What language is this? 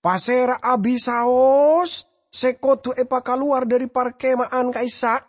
Madurese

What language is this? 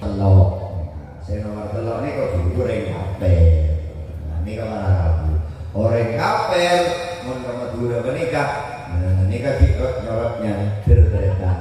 Madurese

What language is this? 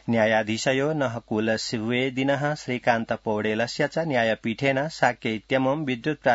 Sanskrit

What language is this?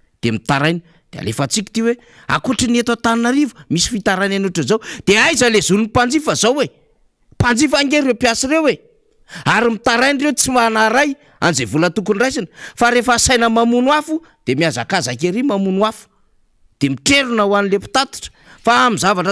Malagasy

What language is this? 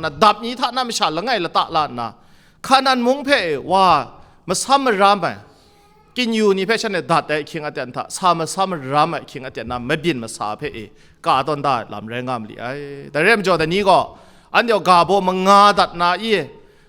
Kachin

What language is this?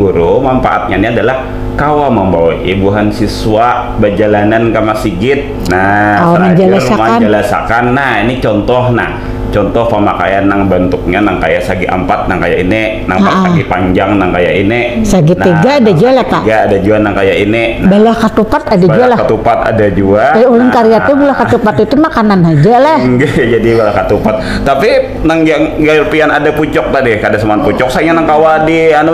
Banjar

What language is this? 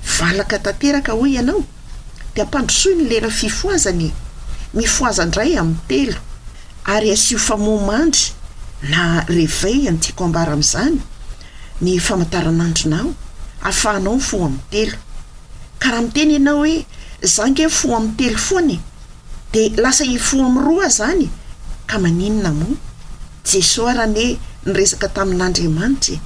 Malagasy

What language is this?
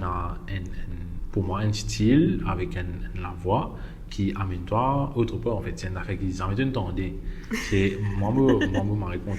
Morisyen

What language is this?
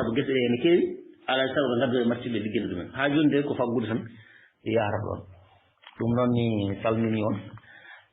Fula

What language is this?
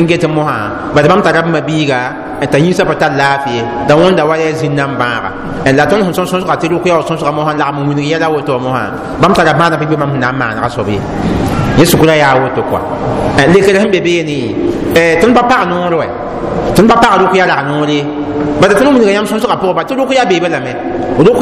Mossi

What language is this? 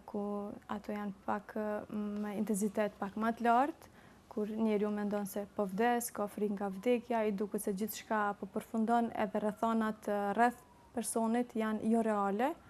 Albanian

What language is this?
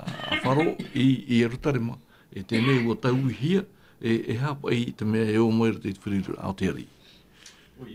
Tahitian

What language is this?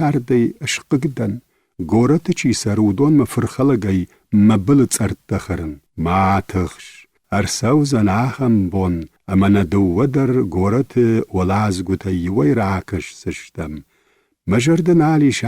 Ossetic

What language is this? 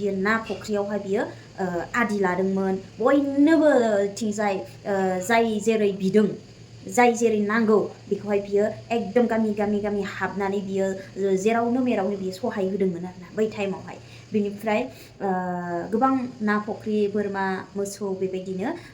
Bodo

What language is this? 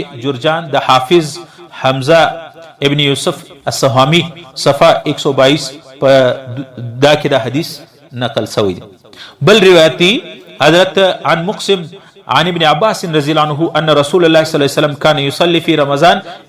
Pashto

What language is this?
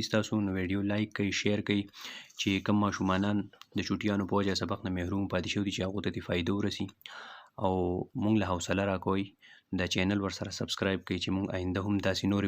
Pashto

